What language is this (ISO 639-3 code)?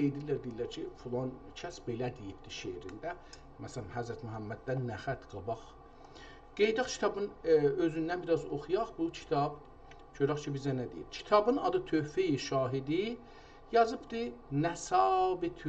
azb